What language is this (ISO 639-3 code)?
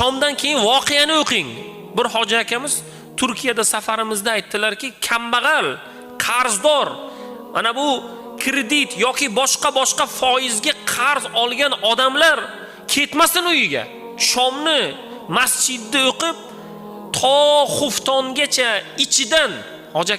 uzb